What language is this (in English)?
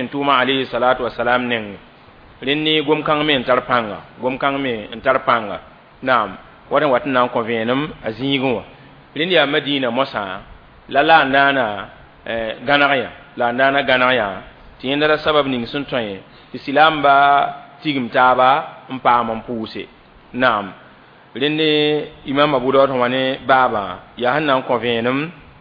Mossi